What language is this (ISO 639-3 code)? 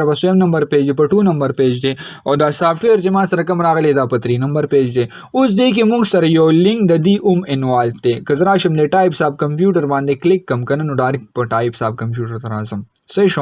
pus